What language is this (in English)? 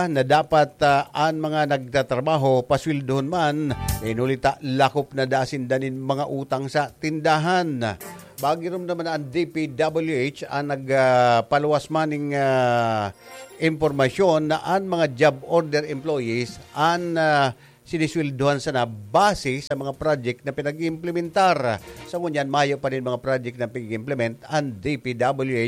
Bikol